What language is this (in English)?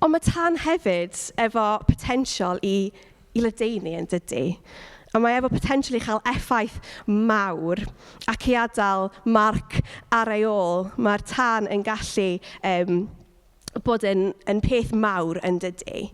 Welsh